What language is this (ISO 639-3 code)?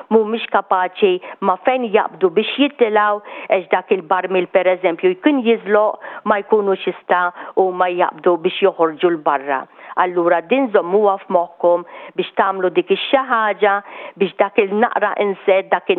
mlt